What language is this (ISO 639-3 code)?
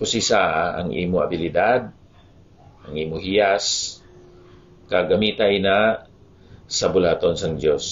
hil